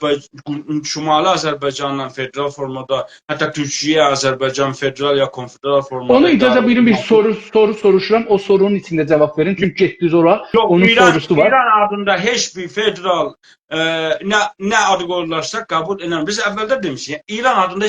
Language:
South Azerbaijani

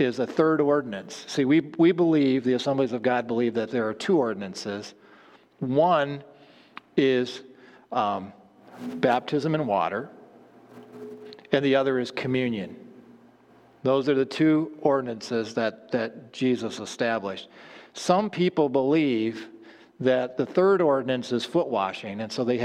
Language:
English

